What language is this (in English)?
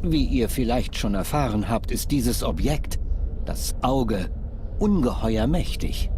Swiss German